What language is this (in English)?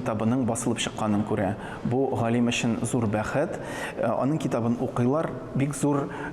Tatar